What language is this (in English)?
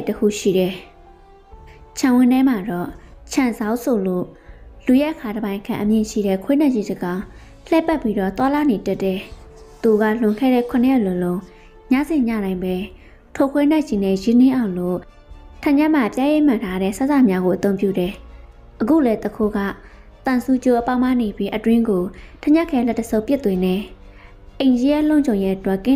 Burmese